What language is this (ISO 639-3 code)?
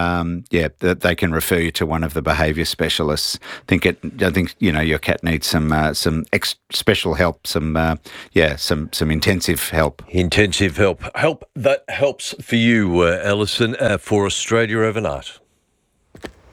eng